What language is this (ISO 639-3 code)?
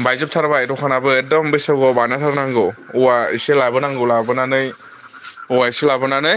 brx